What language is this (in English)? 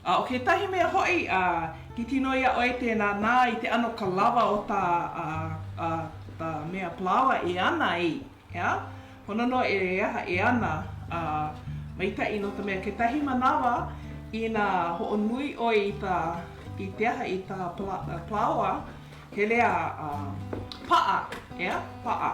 Hawaiian